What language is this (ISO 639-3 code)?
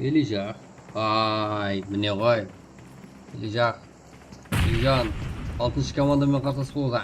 kaa